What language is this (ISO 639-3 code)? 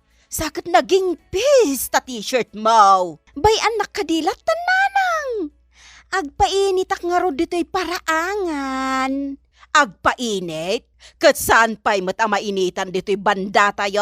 ilo